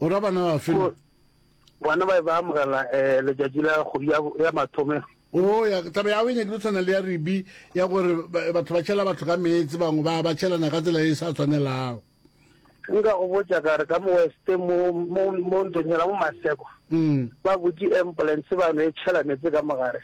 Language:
Northern Sotho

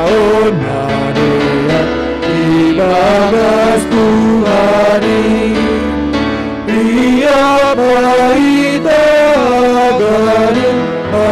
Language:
Batak Simalungun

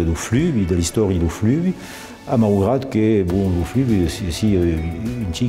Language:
Occitan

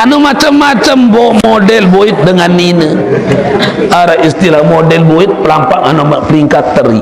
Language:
Sasak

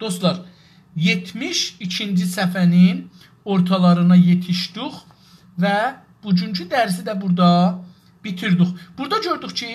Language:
South Azerbaijani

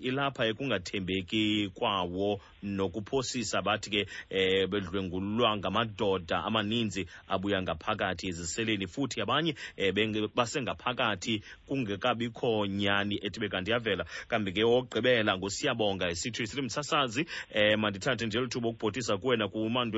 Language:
Xhosa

